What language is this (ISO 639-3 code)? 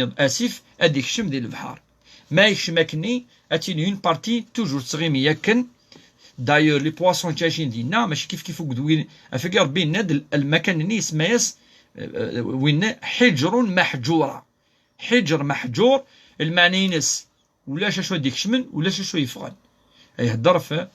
kab